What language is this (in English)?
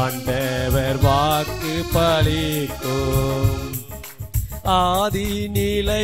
Tamil